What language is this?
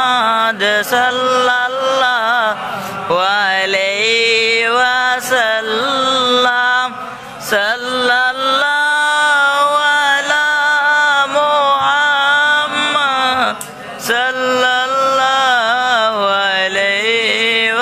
Bangla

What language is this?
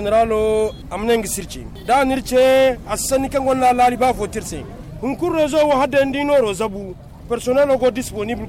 Zarma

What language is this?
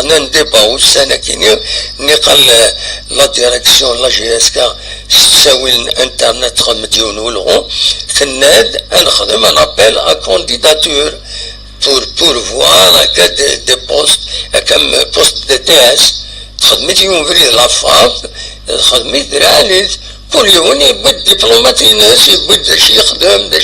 Kabyle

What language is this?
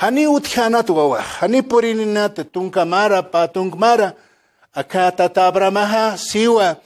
Aymara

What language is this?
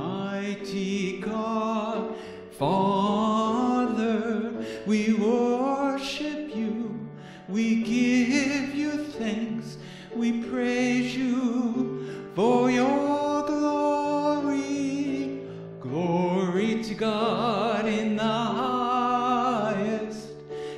English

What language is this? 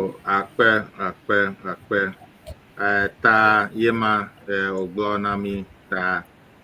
Ewe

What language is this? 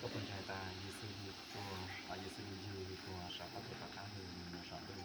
Hmong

